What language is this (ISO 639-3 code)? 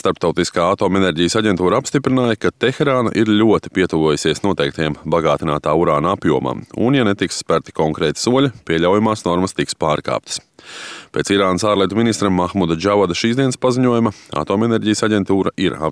lav